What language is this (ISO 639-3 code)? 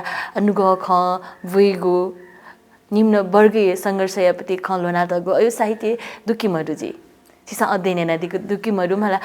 new